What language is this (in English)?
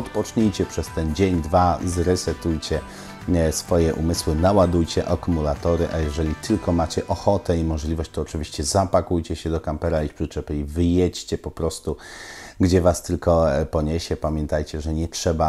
Polish